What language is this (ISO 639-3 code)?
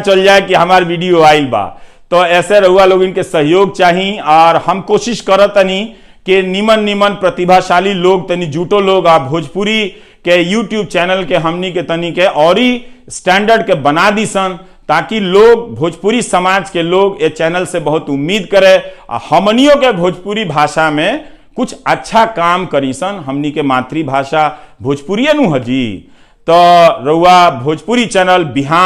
bho